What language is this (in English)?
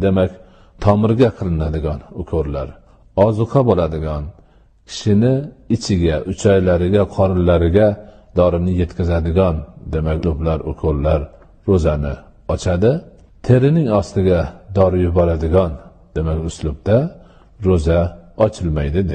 Uzbek